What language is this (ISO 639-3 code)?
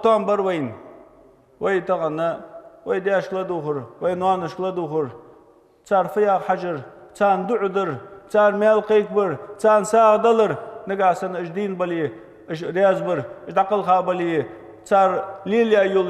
inh